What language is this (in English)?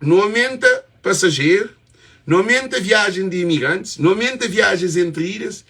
Kabuverdianu